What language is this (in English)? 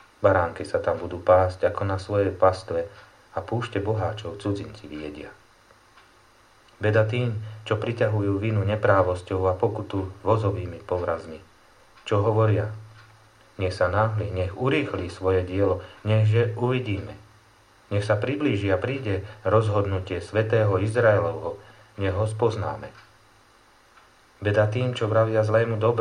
Slovak